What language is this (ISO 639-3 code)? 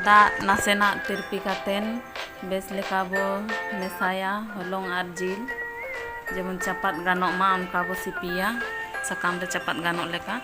sat